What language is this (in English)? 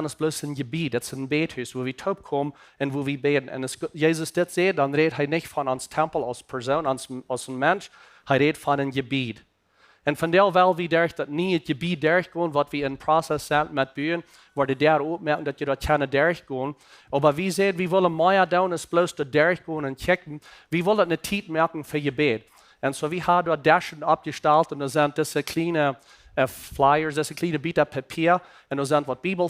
Plautdietsch